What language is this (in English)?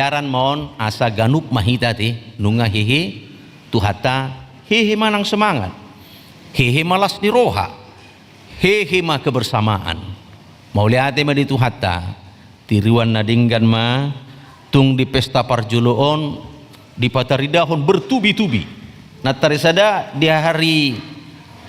Batak Toba